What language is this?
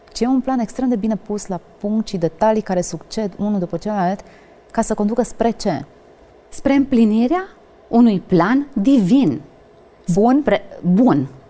Romanian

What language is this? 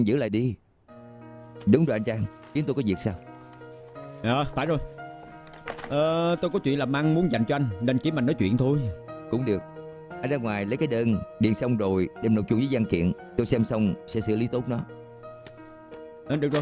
Vietnamese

